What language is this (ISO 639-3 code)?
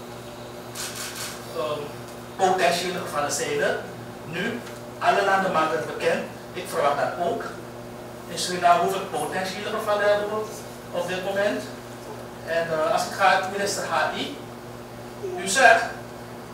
nld